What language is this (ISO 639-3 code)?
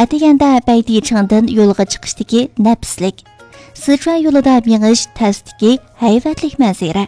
uig